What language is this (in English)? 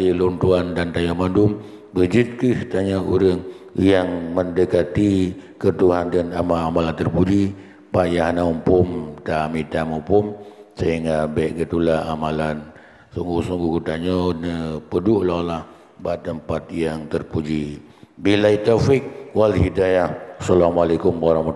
Achinese